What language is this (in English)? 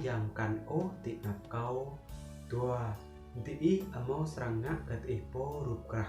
Rade